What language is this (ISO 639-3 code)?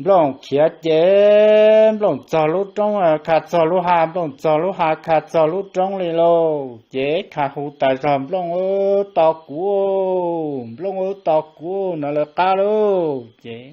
hmn